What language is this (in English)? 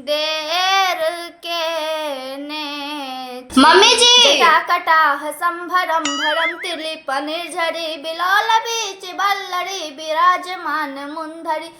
Maithili